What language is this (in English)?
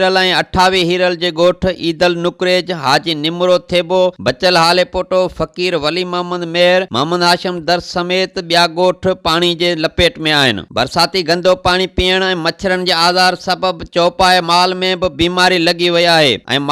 Sindhi